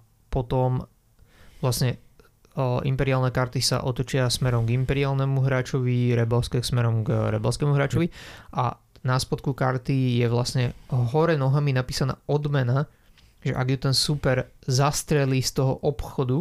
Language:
Slovak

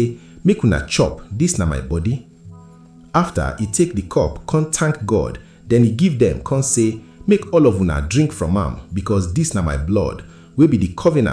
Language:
Nigerian Pidgin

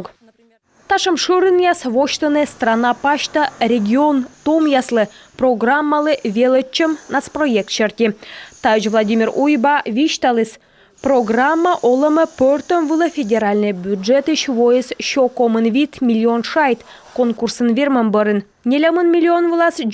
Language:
Komi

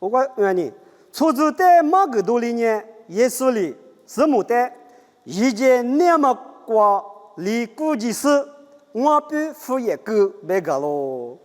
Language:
Lisu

